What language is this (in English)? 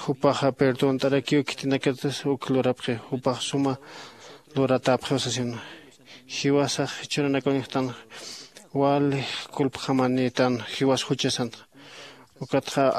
Aymara